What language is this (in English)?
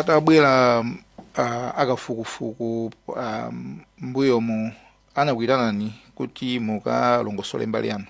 Nyanja